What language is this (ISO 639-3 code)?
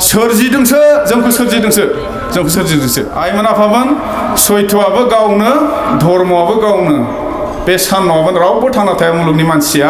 brx